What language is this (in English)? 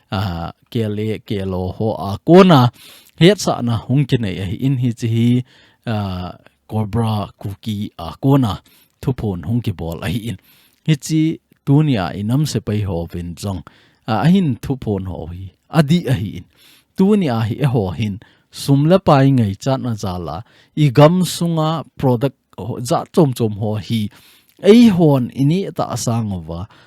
Thado Chin